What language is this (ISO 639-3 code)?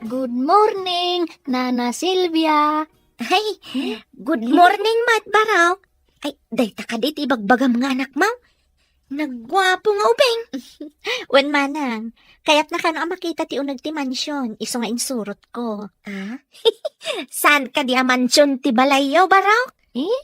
ilo